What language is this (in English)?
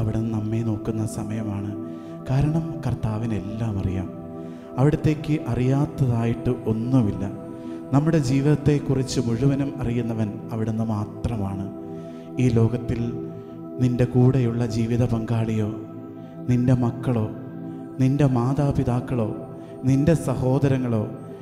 Malayalam